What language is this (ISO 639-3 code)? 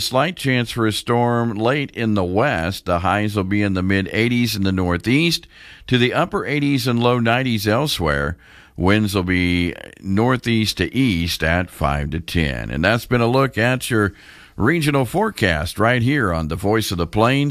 eng